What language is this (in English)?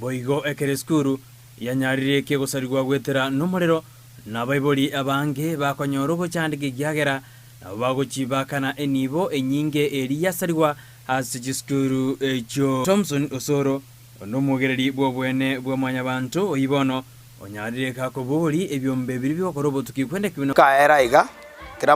Gusii